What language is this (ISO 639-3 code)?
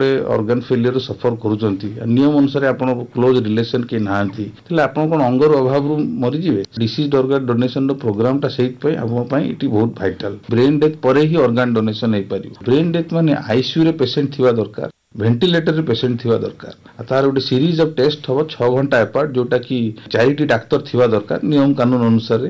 ori